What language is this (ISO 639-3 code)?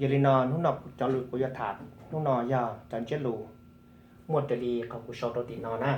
hmn